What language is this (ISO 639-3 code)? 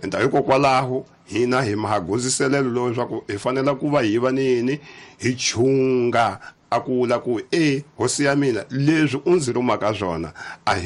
tso